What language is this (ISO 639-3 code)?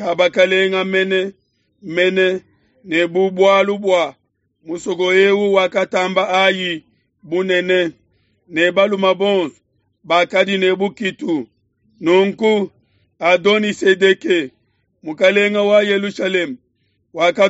lua